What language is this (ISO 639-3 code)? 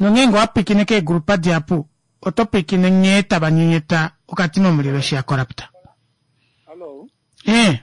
kua